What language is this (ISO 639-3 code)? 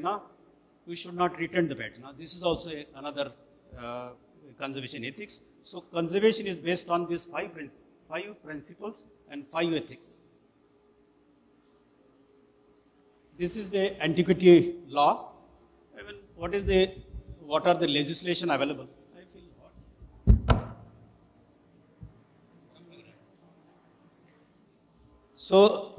eng